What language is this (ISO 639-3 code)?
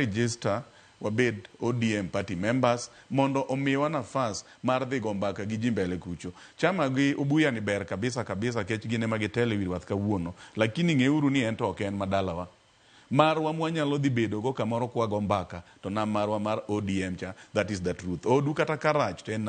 luo